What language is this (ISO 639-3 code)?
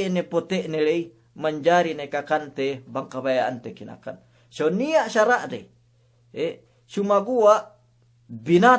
yka